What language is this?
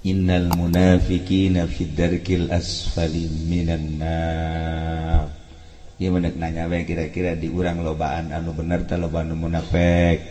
Sundanese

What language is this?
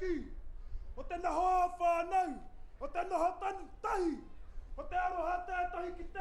Māori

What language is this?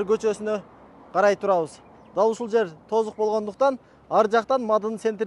Kyrgyz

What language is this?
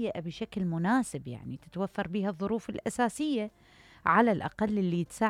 Mesopotamian Arabic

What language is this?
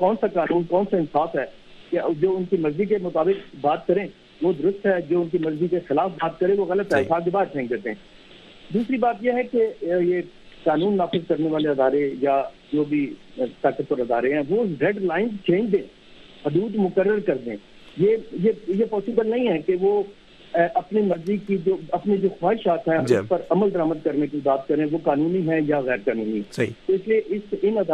Urdu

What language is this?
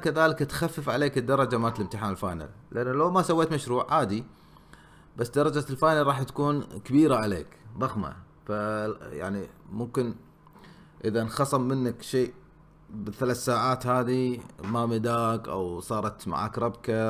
Gulf Arabic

